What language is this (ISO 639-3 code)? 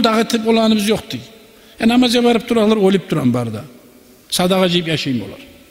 kum